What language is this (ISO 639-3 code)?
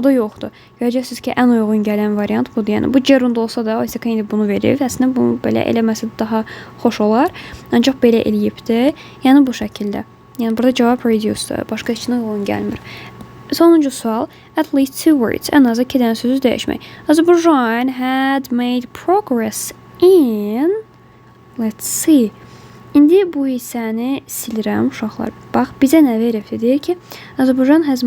aze